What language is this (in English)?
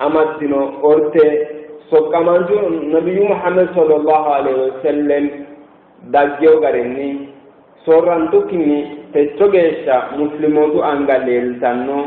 Sidamo